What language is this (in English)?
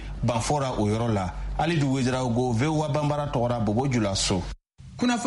Bambara